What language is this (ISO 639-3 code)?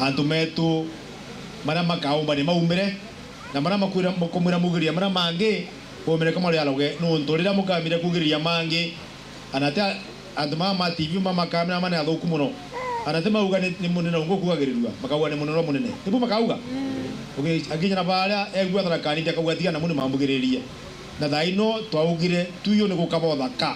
mer